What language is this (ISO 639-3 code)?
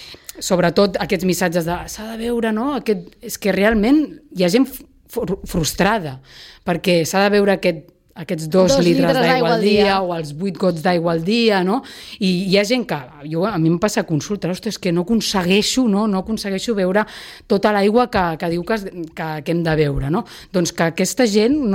cat